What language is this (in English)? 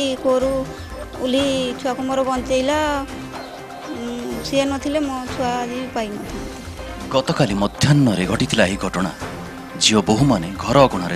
Odia